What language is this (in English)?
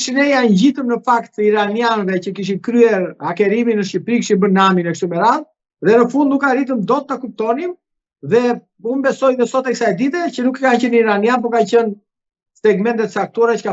Albanian